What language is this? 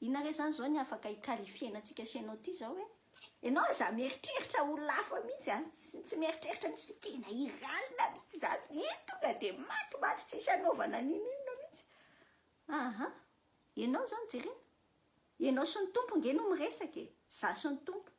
Malagasy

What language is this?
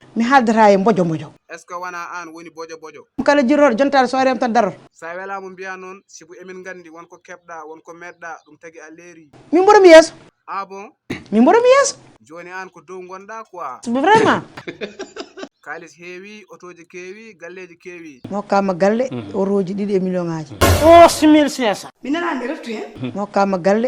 Fula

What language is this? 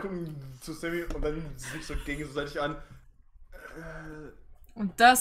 German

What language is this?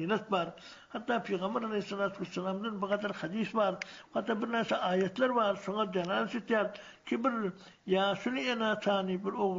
Turkmen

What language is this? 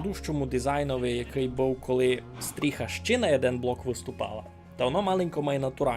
Rusyn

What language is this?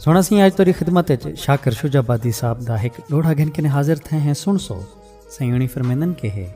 Saraiki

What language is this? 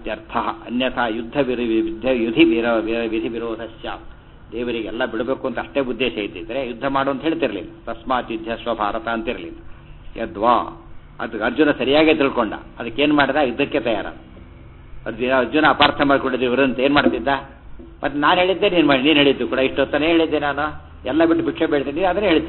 Kannada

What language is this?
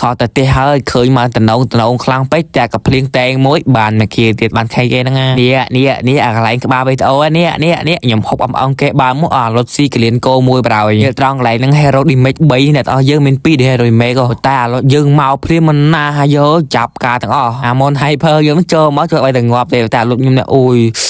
Khmer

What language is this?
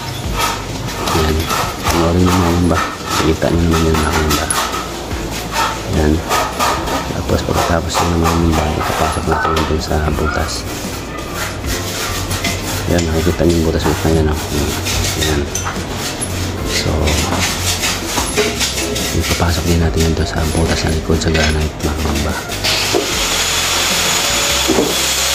Filipino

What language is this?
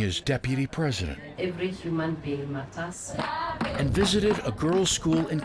Tahitian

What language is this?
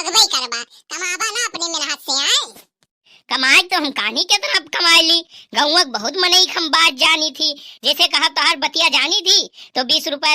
Awadhi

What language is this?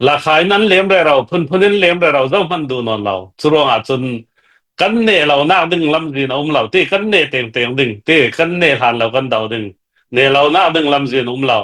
Hakha Chin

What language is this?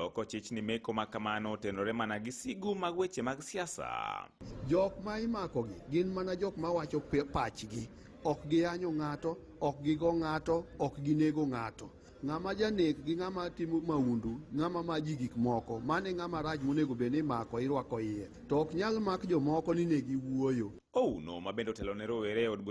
Luo (Kenya and Tanzania)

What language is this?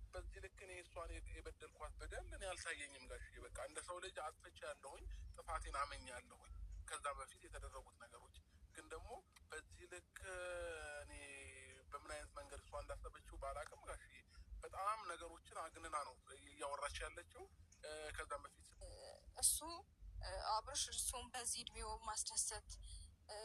Amharic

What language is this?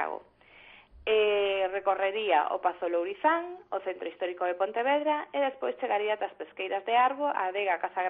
Galician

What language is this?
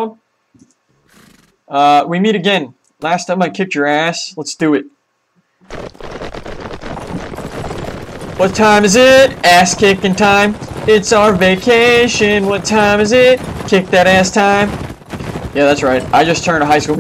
English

